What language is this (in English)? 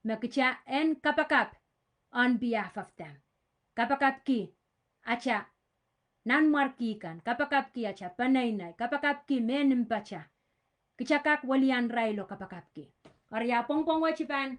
Pohnpeian